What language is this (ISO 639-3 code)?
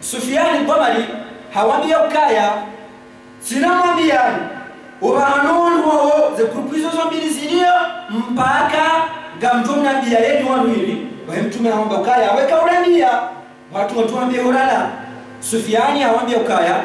zdj